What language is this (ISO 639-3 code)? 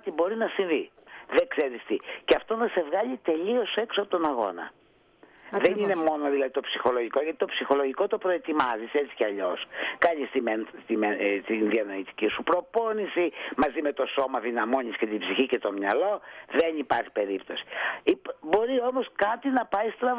ell